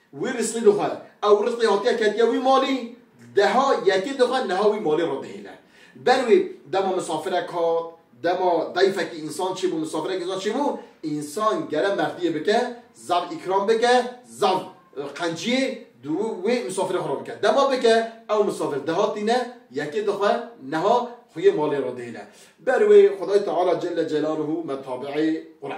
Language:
Kurdish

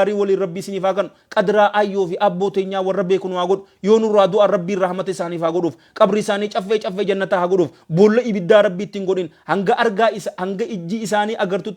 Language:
Oromo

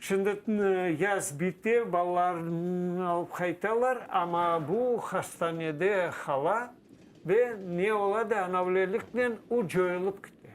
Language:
Crimean Tatar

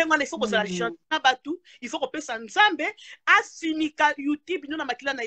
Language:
Lingala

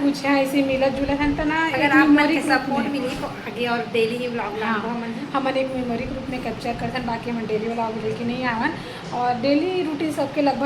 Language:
Chhattisgarhi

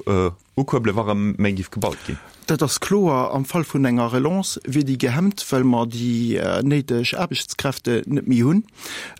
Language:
Luxembourgish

